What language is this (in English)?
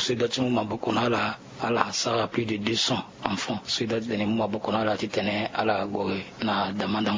Sango